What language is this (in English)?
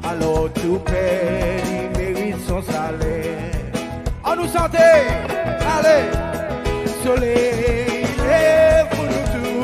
Seselwa Creole French